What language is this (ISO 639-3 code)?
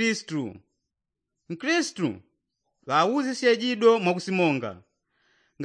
yao